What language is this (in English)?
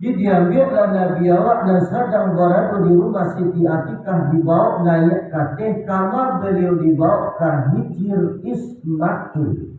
Minangkabau